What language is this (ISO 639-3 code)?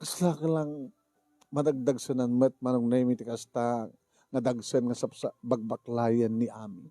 ilo